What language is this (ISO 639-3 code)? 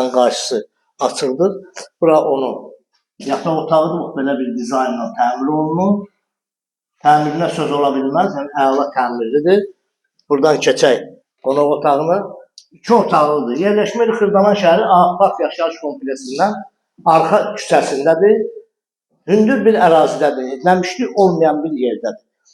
aze